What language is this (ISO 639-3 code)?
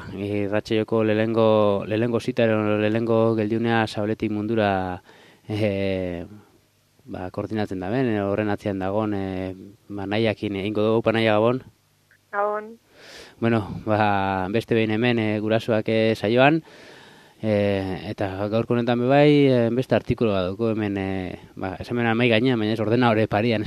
eus